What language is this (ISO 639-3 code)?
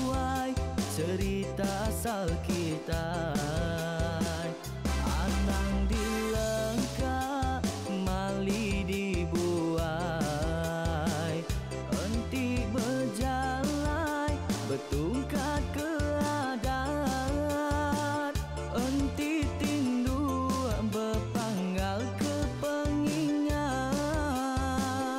iba